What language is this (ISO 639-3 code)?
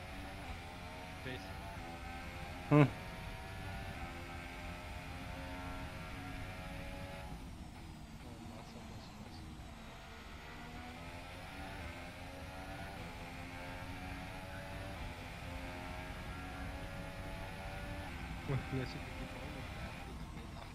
afr